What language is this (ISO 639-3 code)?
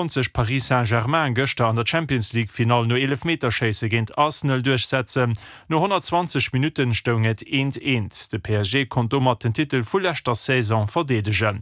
ltz